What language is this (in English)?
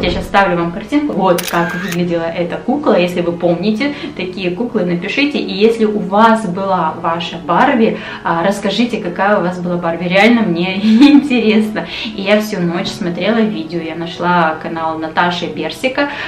Russian